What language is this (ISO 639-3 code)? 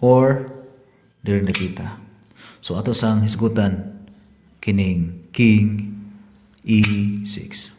ceb